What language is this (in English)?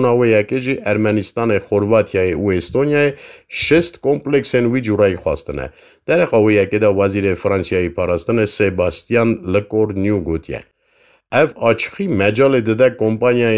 Kurdish